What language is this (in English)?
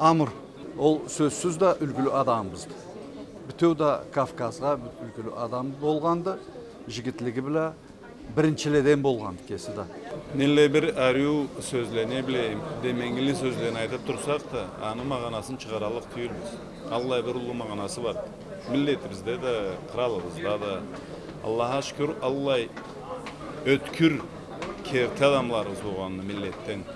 Karachay-Balkar